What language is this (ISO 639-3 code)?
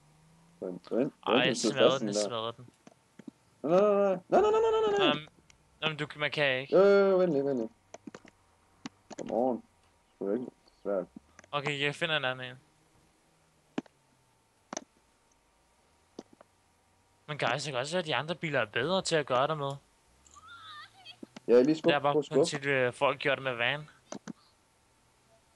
dan